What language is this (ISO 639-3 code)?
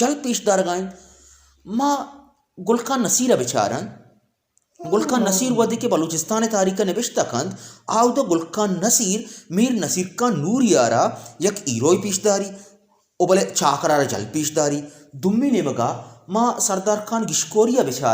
bal